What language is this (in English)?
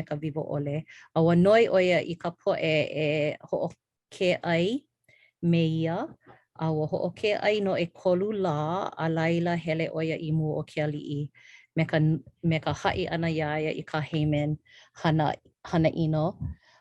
Hawaiian